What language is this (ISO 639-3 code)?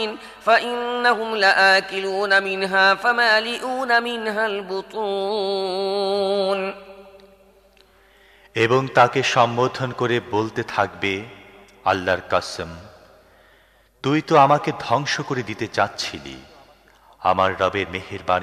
ben